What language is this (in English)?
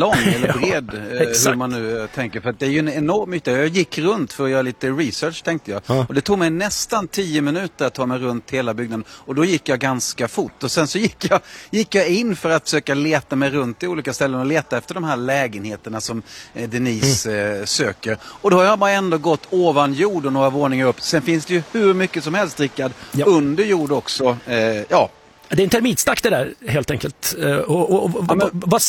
Swedish